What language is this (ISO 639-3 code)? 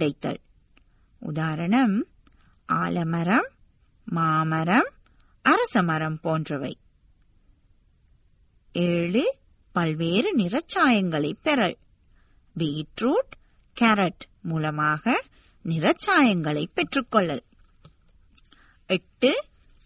tam